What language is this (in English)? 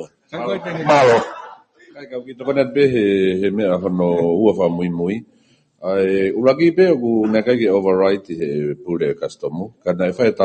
Tongan